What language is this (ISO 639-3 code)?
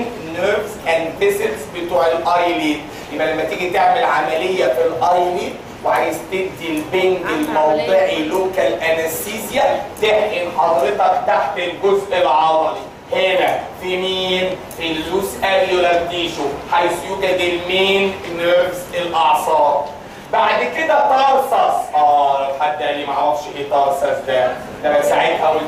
arz